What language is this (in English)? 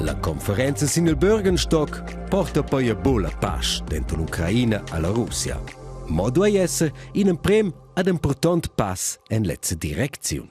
Romansh